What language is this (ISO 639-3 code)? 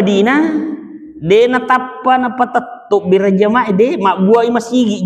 bug